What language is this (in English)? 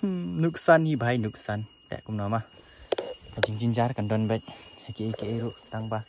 Khasi